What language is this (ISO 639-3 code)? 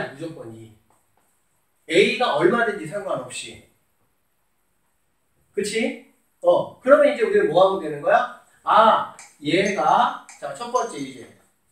kor